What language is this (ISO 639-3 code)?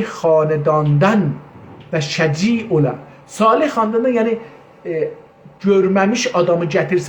azb